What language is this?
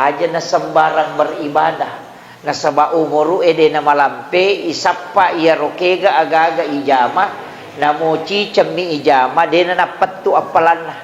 Buginese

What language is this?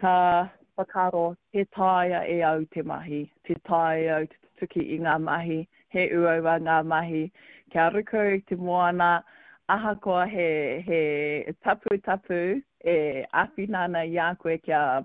Māori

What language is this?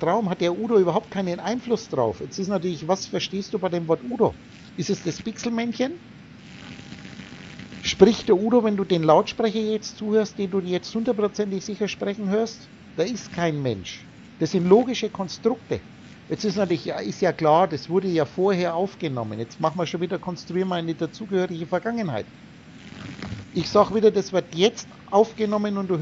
German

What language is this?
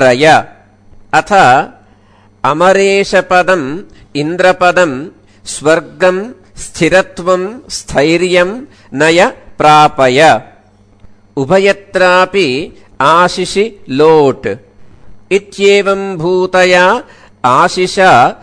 Sanskrit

